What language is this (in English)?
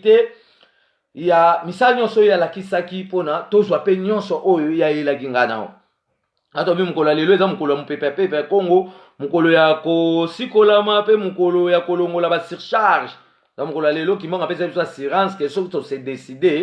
Lingala